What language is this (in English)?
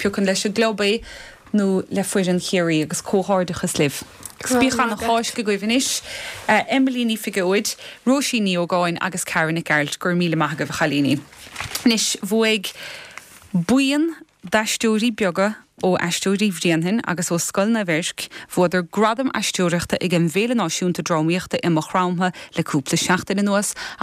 Irish